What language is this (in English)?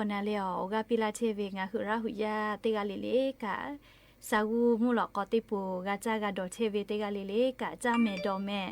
Lahu